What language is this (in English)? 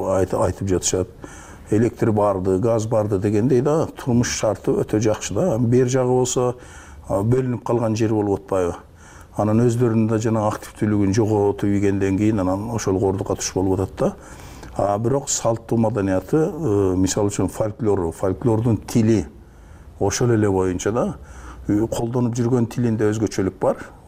Kyrgyz